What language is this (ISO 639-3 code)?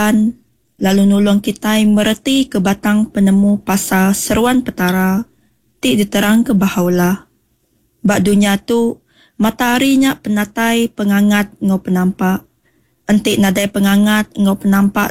iba